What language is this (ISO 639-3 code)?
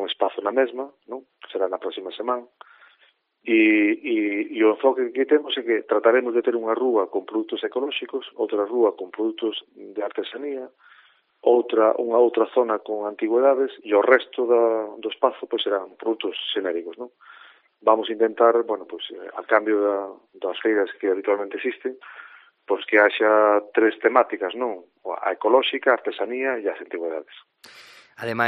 glg